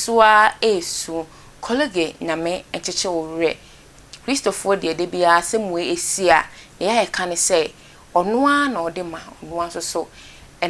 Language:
Akan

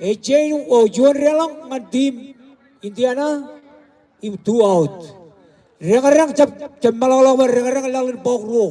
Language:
Marshallese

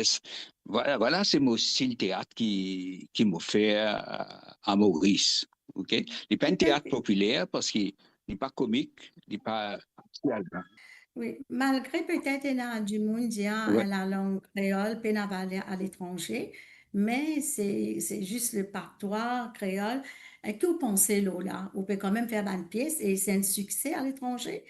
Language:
Morisyen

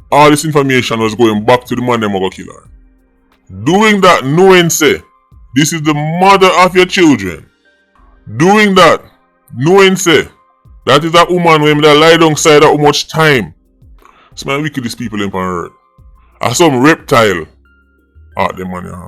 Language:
Jamaican Creole English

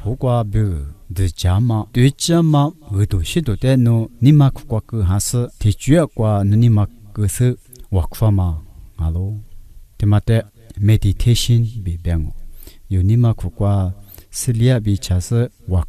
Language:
Lisu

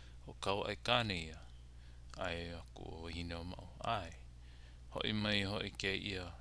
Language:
Hawaiian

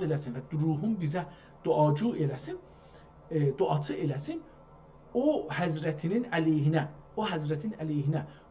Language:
South Azerbaijani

